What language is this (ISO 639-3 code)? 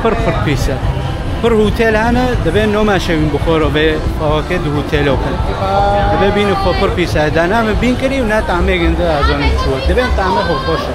kur